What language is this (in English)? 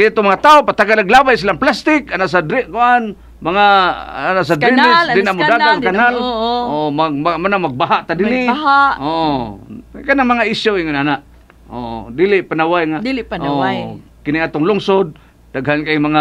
Cebuano